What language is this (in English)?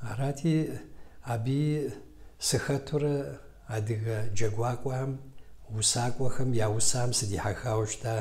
Kabardian